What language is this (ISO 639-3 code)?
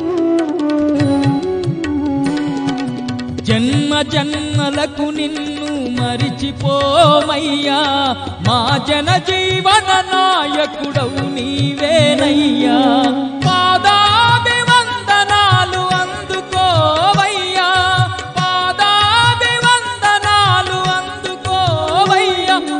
tel